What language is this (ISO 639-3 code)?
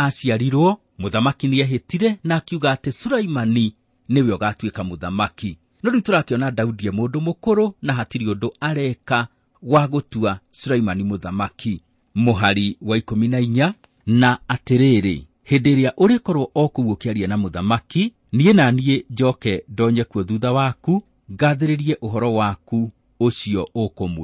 kik